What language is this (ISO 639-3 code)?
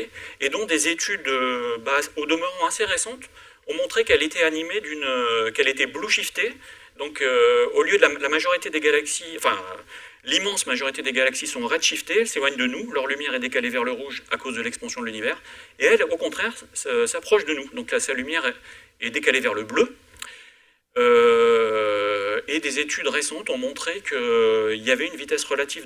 fra